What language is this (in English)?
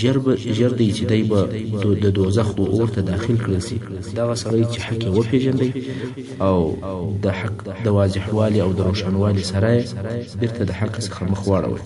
Pashto